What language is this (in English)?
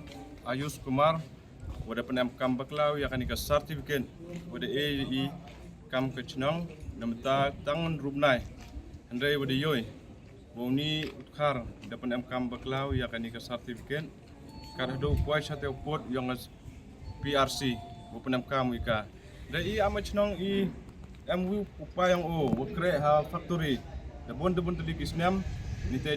Pnar